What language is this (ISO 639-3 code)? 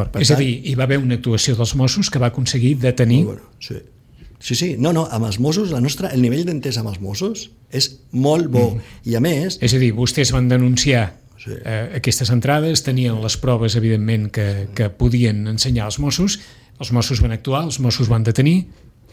cat